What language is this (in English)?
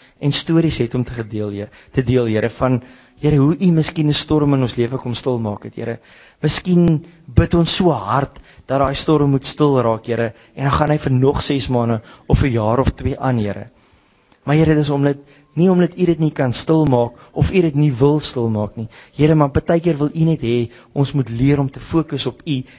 Afrikaans